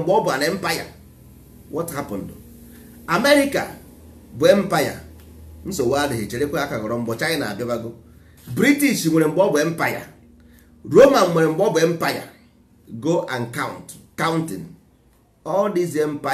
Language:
Igbo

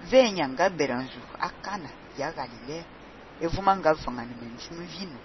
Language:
Fang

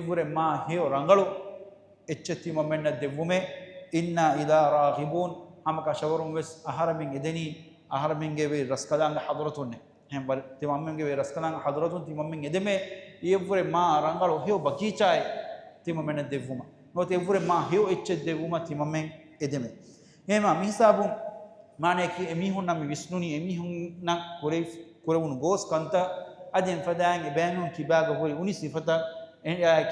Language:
Divehi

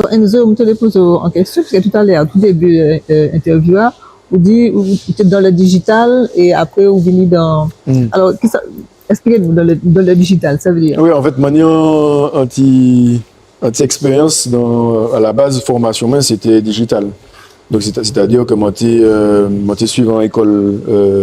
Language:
Guadeloupean Creole French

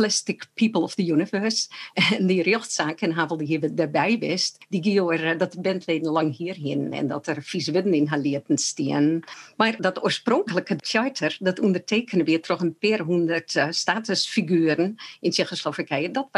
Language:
Western Frisian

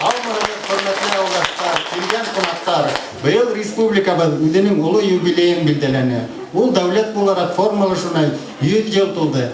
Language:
Bashkir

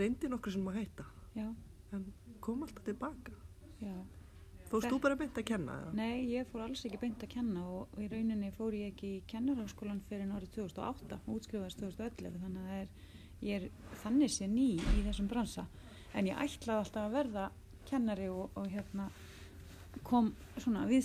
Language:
Icelandic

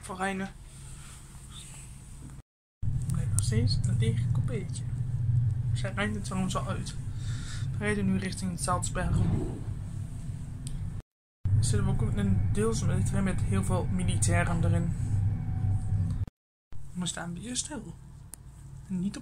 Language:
Dutch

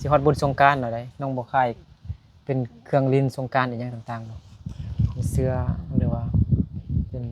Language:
Lao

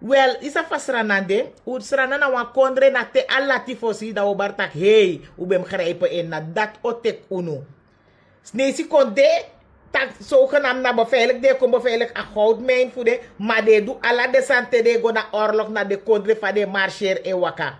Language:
Sranan Tongo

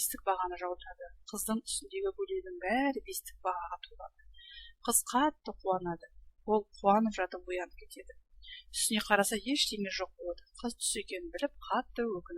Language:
Kazakh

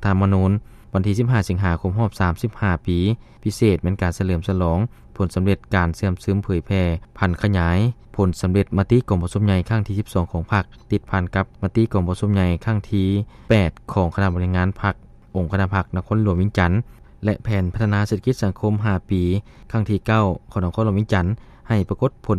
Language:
Lao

